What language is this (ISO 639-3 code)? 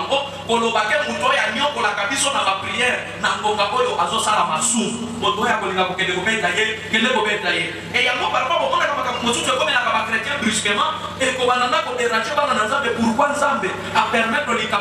lin